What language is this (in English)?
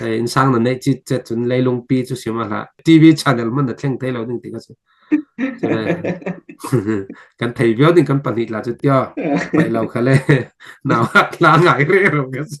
Falam Chin